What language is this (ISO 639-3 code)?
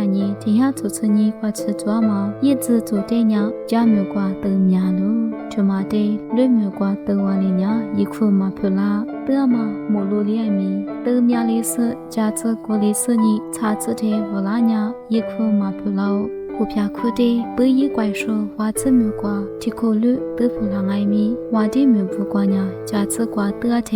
lis